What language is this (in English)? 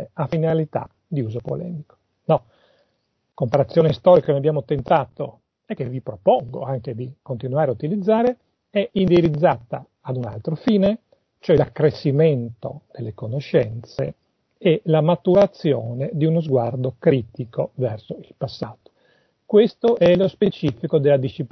Italian